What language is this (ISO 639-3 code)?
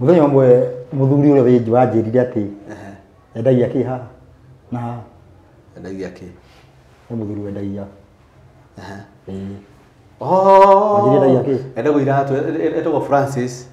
kik